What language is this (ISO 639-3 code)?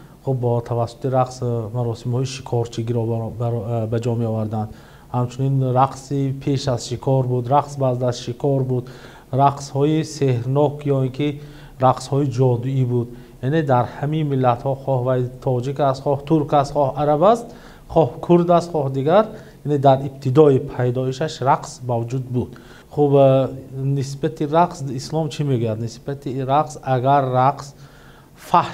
tgk